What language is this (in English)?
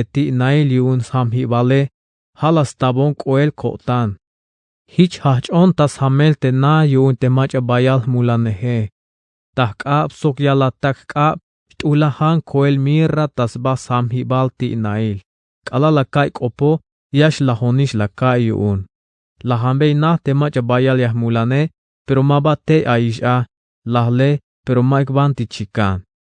Tzeltal